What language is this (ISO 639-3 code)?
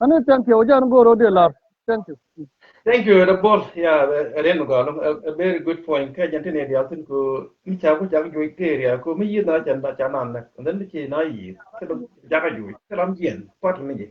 nus